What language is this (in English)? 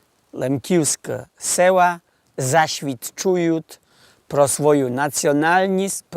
Rusyn